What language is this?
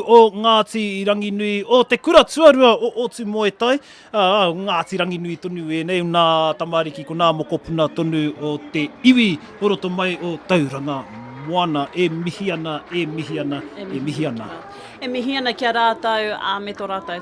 Māori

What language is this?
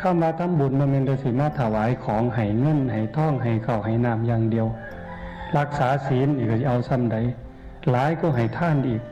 Northeastern Thai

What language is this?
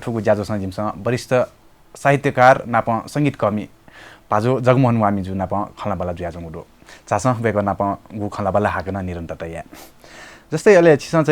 Newari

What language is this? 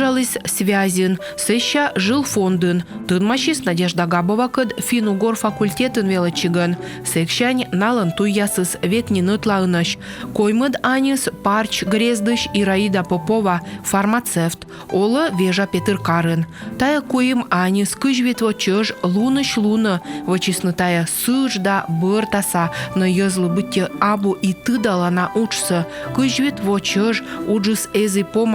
Komi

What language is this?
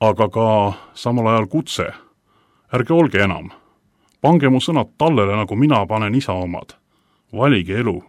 Estonian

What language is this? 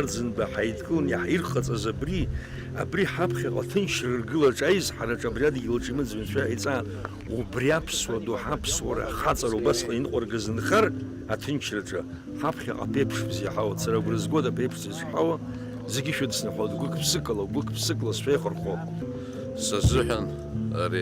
Abkhazian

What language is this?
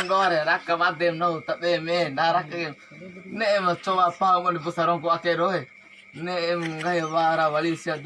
Bima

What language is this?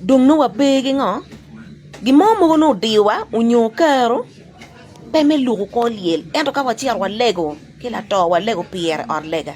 Acoli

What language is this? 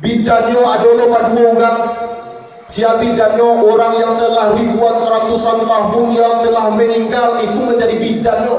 Minangkabau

